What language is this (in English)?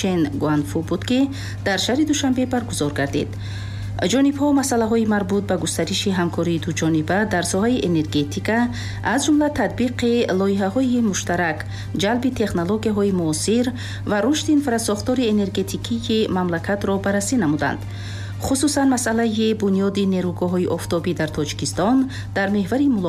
Tajik